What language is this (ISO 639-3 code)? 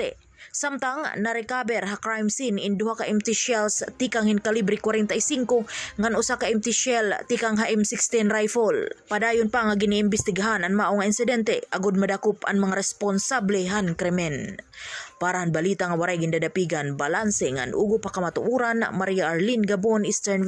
war